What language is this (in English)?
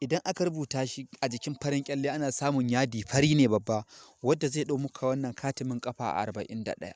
Hausa